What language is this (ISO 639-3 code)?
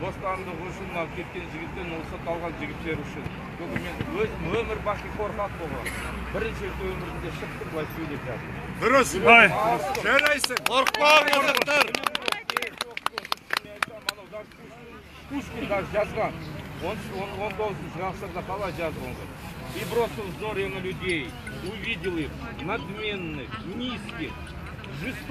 kaz